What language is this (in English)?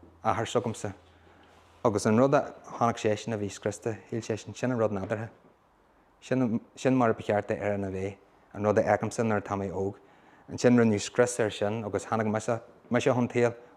Irish